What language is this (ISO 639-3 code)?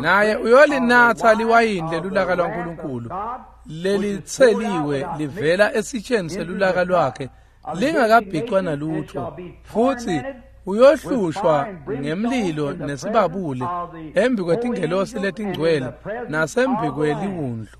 ssw